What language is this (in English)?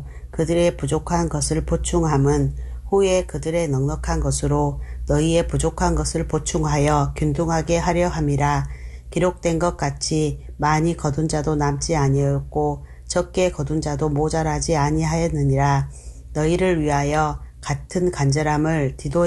Korean